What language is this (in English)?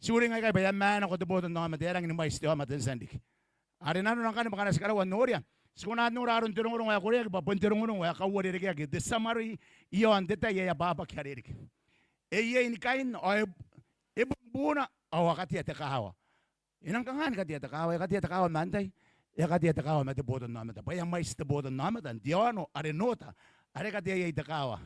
Gilbertese